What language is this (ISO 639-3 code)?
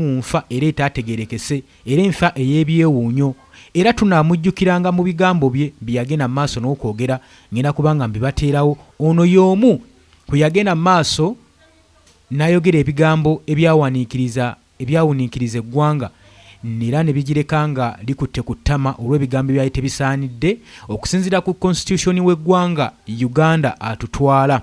lug